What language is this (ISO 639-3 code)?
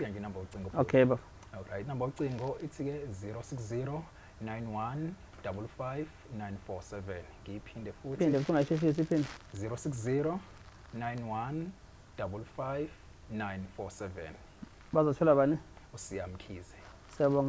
zul